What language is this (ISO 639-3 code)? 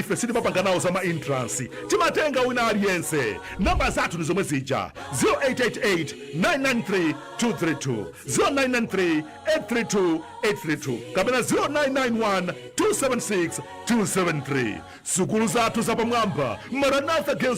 nya